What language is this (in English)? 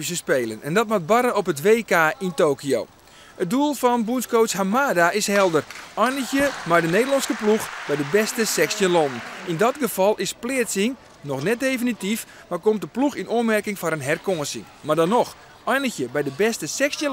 Western Frisian